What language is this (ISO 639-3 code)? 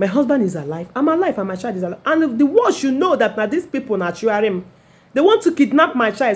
ibo